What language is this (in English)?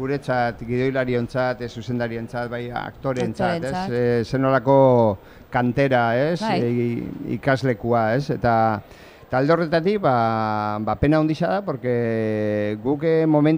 Basque